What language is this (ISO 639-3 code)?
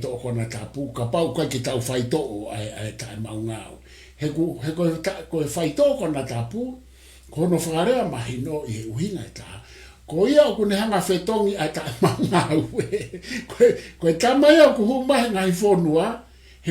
ton